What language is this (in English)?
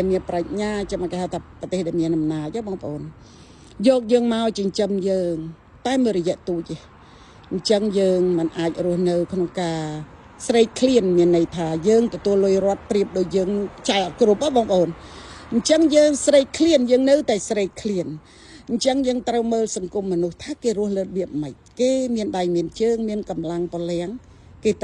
Khmer